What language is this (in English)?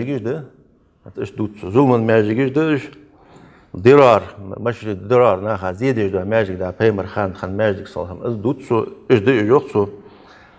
Ingush